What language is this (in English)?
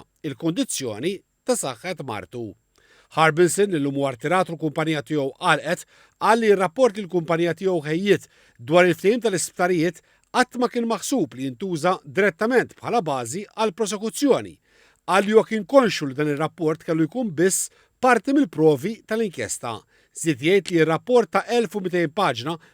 Maltese